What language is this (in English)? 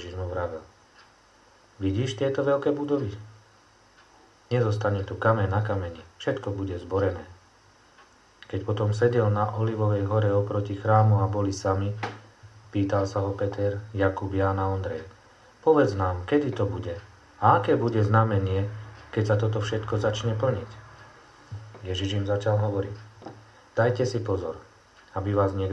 Slovak